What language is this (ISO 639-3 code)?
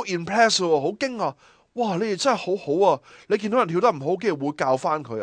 yue